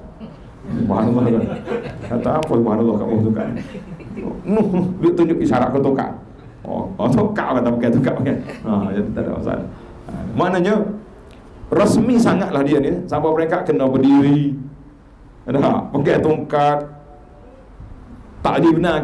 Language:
Malay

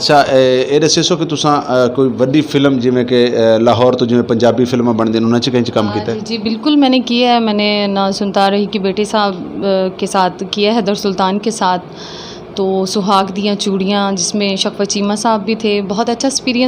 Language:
Western Panjabi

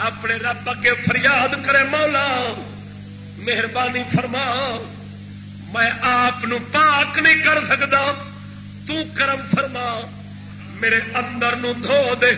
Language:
Saraiki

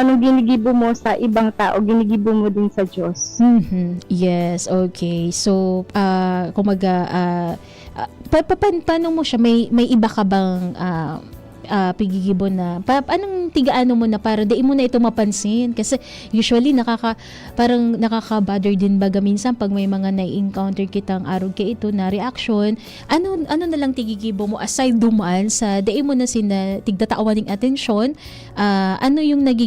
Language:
Bikol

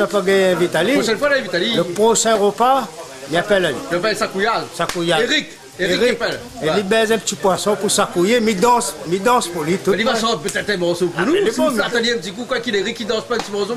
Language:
Réunion Creole French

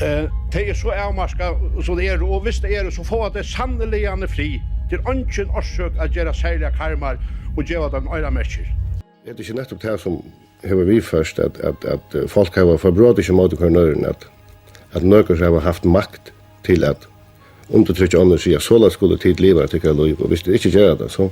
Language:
Faroese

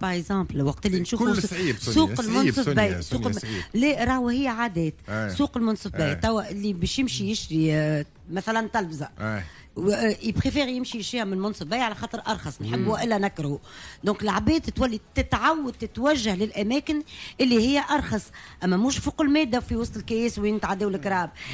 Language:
Tunisian Arabic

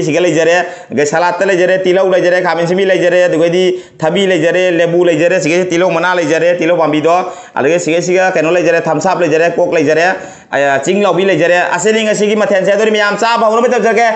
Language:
Manipuri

